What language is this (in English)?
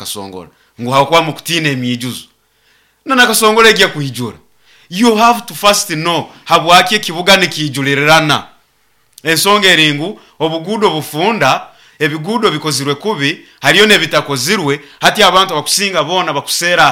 Nyoro